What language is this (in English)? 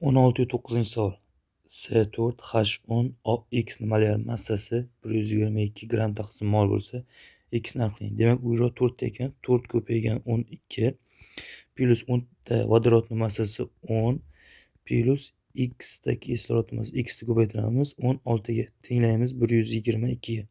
Uzbek